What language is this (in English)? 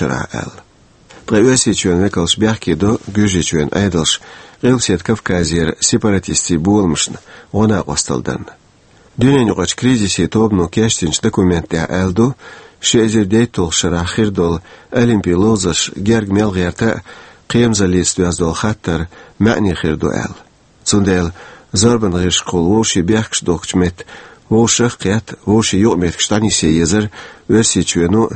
Chechen